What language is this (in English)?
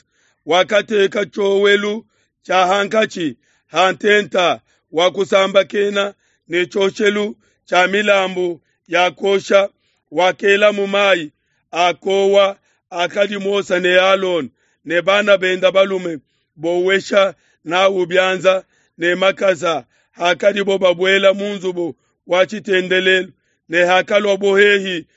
Luba-Lulua